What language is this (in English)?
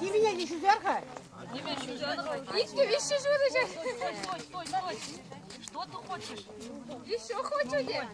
Chuvash